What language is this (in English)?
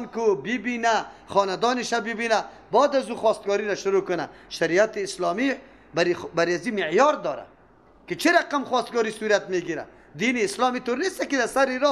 Persian